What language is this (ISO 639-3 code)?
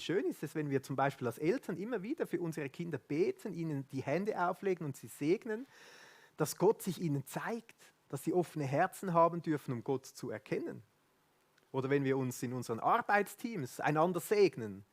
gsw